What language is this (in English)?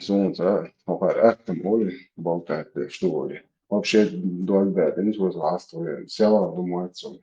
Chechen